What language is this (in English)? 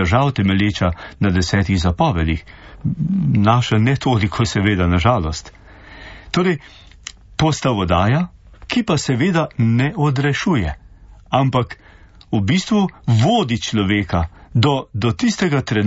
Slovenian